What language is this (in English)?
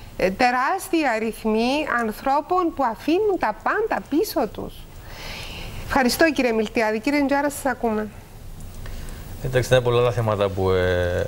Greek